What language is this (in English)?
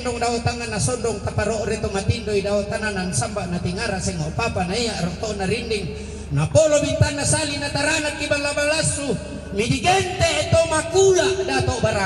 Toraja-Sa'dan